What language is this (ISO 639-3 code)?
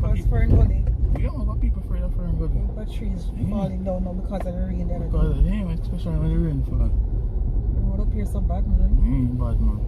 jam